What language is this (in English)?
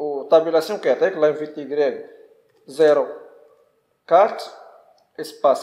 Moroccan Arabic